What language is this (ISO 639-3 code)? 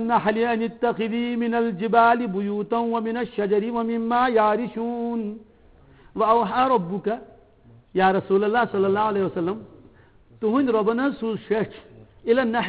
kas